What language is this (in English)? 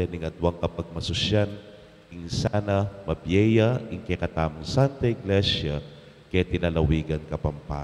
Pampanga